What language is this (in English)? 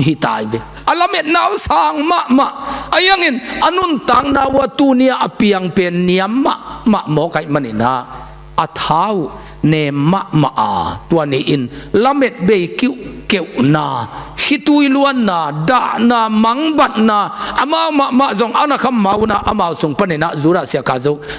Tedim Chin